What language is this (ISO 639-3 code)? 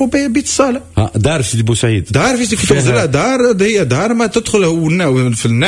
aeb